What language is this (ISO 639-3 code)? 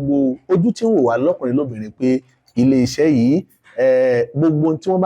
yor